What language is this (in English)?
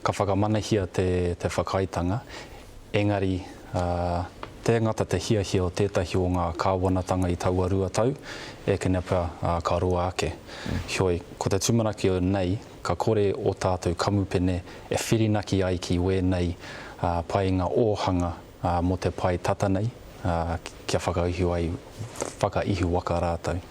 Māori